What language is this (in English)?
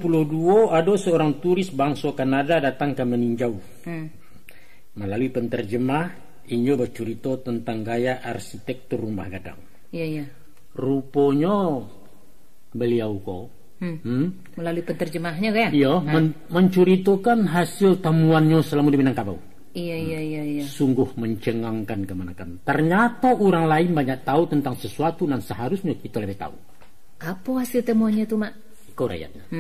Minangkabau